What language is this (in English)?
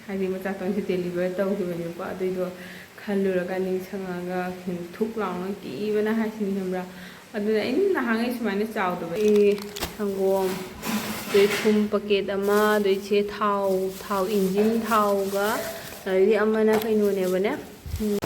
Manipuri